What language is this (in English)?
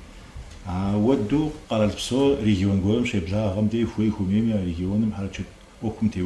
Kabardian